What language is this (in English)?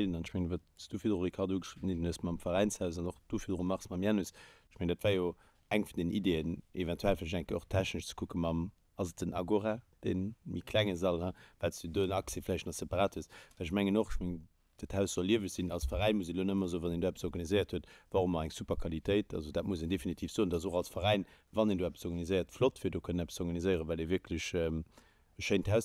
Luxembourgish